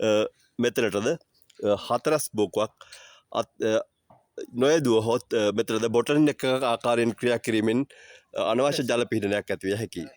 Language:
Sinhala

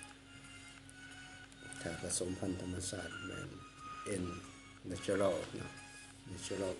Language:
Lao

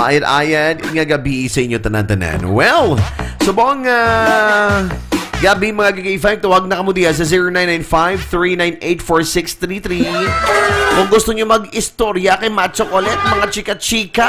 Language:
Hiligaynon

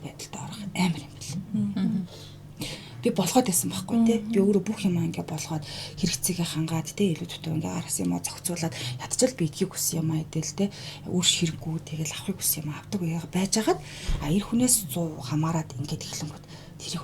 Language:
Mongolian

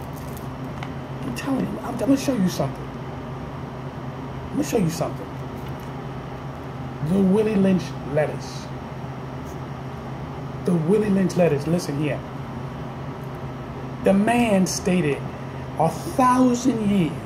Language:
English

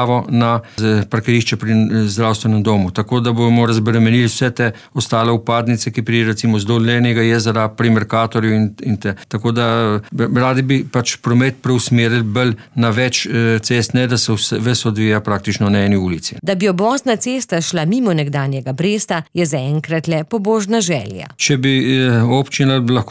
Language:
Slovenian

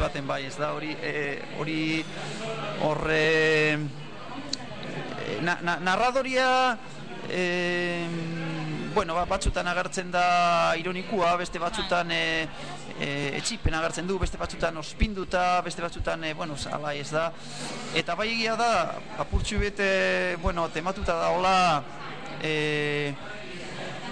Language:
Basque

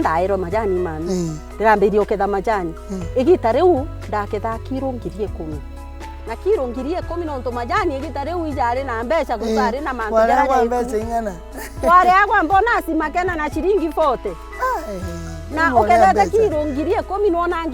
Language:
Meru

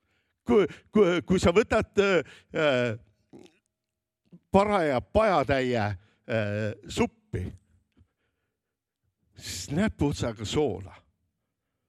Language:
Estonian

